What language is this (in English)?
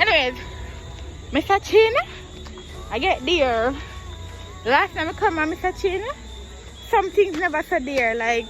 Jamaican Creole English